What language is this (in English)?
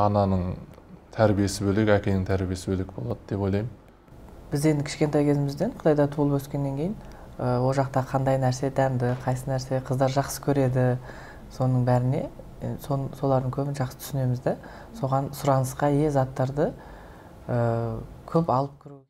Kazakh